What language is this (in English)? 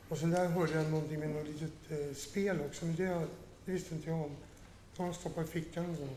Swedish